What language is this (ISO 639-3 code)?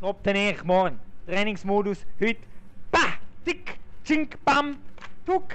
gsw